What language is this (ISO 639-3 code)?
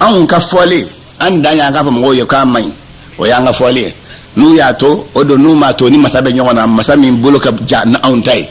bam